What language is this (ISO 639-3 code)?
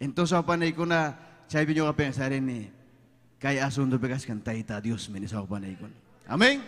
quy